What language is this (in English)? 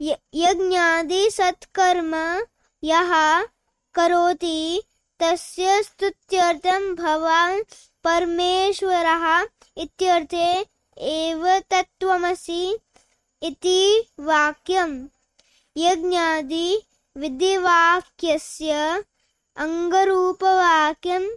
Sanskrit